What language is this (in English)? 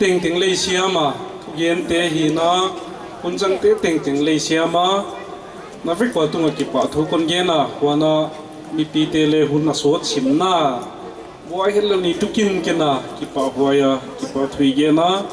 Paite Chin